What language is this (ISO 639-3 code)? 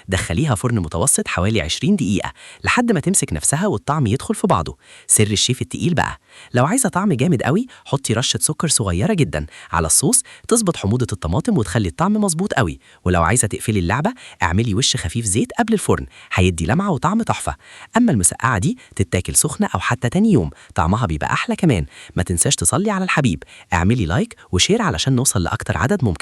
arz